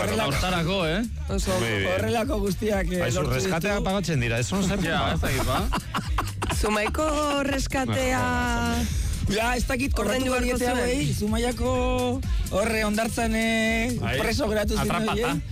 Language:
Basque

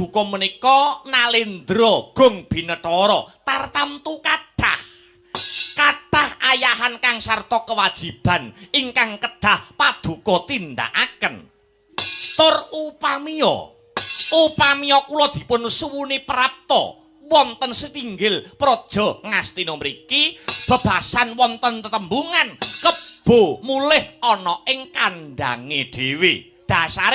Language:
Javanese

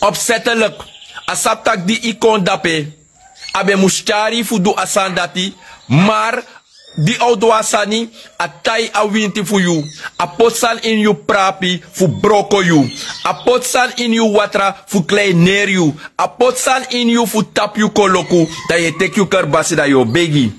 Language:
Sranan Tongo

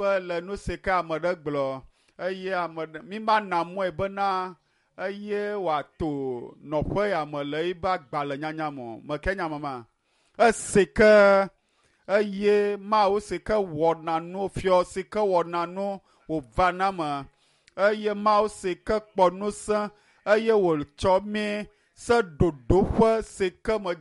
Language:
Ewe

